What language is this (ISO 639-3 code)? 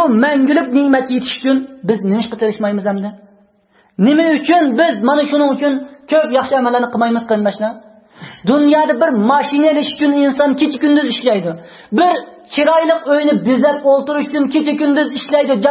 uig